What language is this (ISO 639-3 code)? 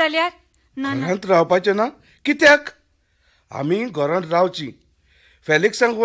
kok